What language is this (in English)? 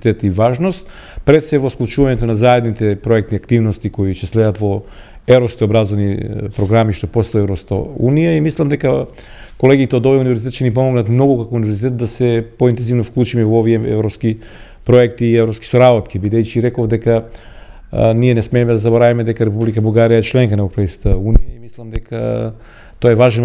Macedonian